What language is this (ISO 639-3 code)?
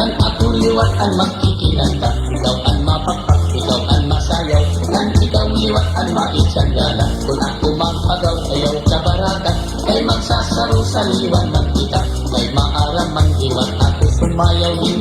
war